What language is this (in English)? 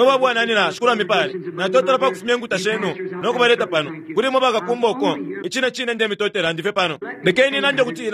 Bemba